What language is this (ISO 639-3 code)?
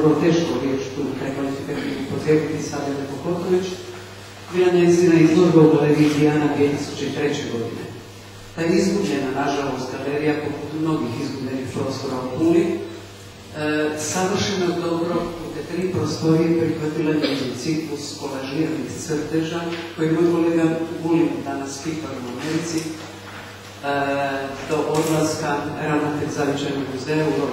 hrv